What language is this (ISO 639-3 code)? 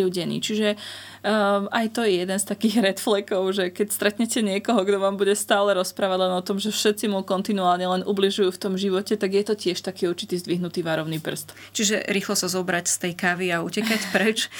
slk